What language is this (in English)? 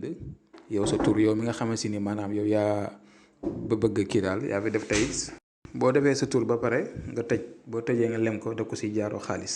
Wolof